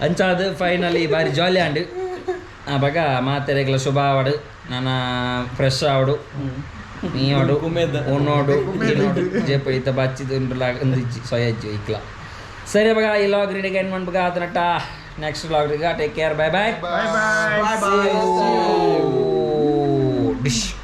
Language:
Tulu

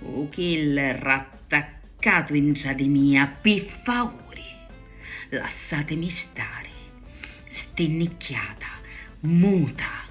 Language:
Sicilian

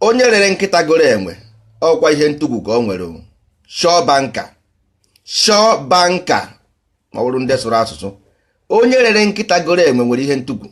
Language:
Igbo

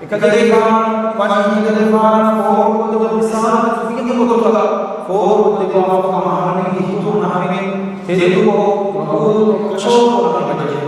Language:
Divehi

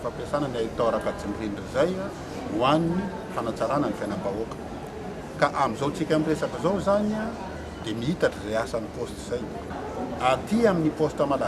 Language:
Malagasy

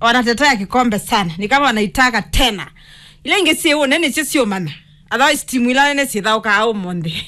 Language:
Kamba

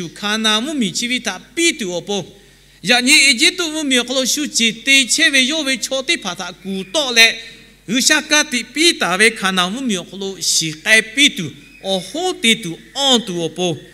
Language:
Lahu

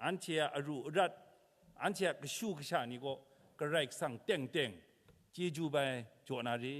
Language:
Kachin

